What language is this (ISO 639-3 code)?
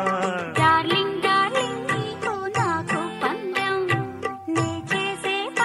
tel